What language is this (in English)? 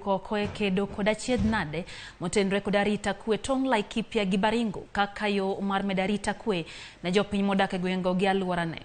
Luo (Kenya and Tanzania)